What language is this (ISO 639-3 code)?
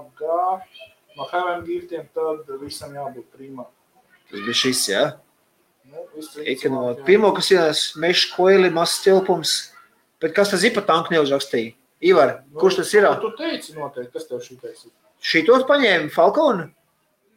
lav